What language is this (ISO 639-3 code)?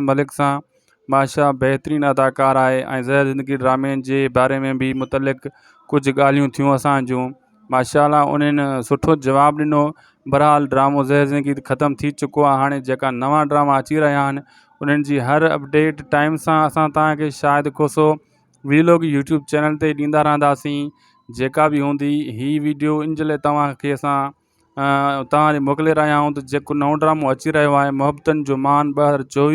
snd